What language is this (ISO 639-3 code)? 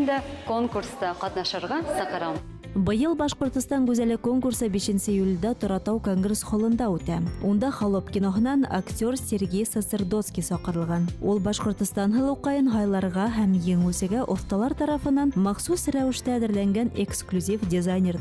bak